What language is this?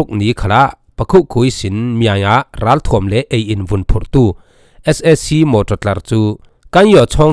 Falam Chin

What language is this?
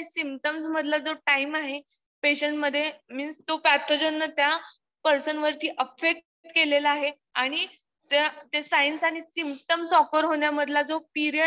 Marathi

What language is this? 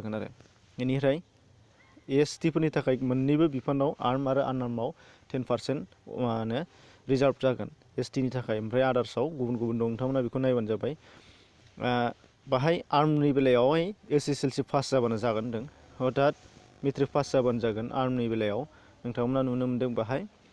Bodo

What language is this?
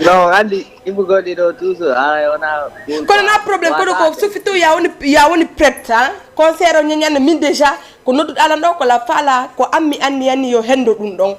Fula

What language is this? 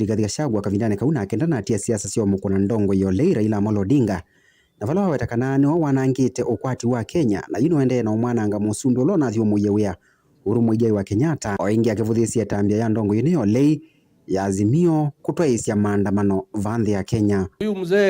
Kamba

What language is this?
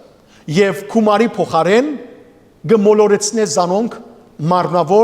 Western Armenian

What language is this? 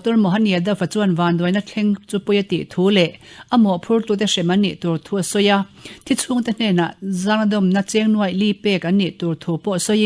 Mizo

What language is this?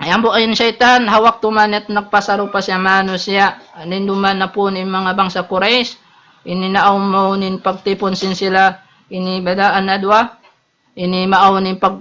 Tausug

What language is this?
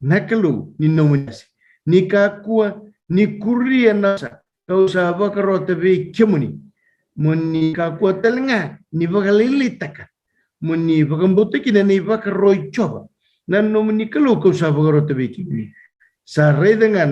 Fijian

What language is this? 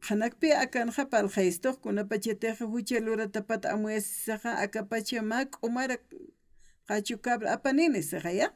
Aymara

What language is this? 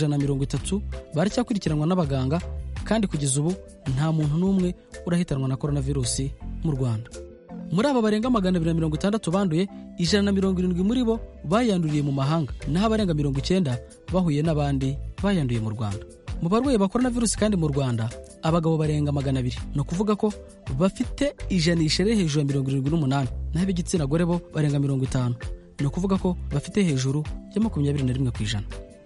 Kinyarwanda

